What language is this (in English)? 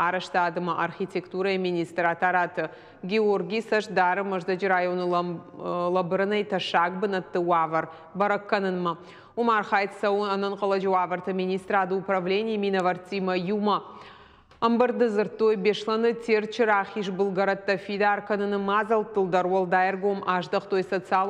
Ossetic